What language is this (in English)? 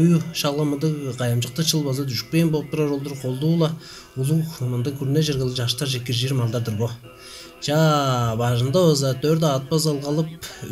Tuvinian